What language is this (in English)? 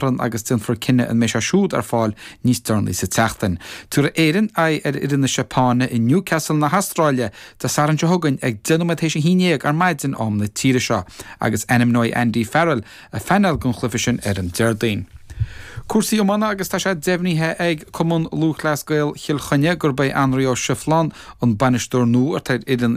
Irish